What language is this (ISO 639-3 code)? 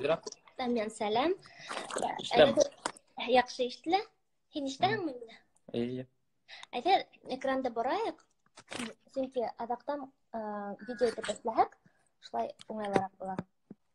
bak